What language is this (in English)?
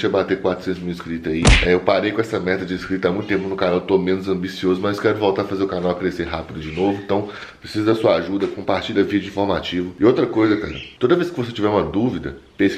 Portuguese